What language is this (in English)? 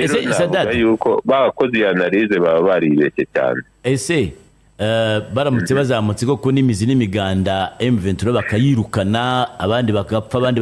Kinyarwanda